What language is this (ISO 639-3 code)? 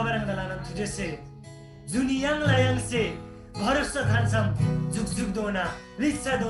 taj